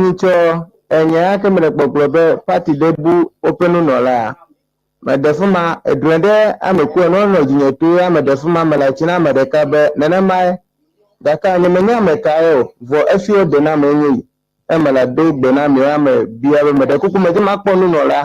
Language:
Ewe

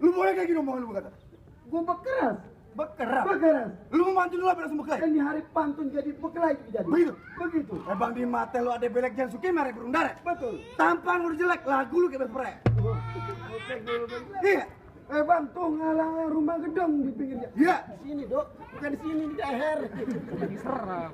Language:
Betawi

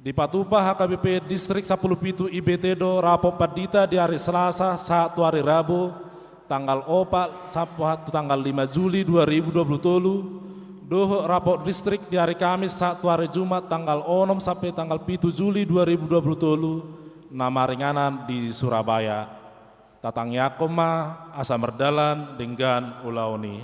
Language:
Batak Toba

